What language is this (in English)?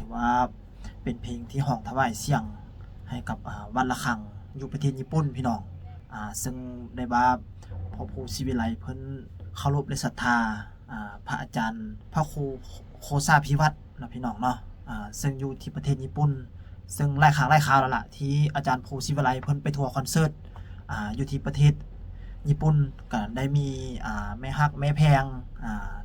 Lao